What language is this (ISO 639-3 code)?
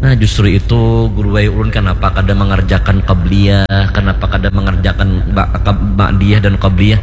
bjn